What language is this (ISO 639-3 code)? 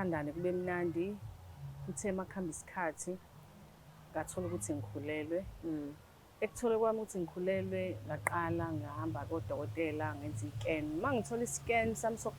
zul